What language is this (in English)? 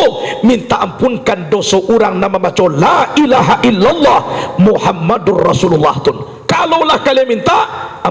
Minangkabau